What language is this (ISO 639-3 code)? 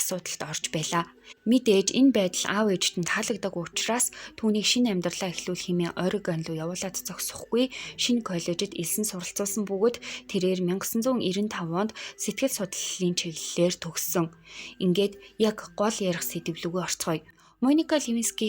mon